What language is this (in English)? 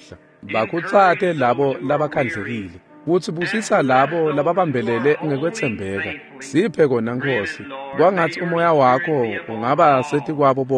Swati